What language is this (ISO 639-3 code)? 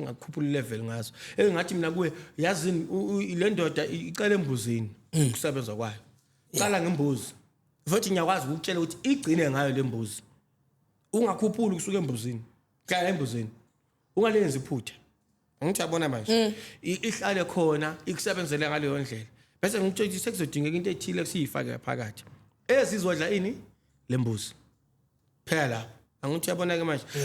zul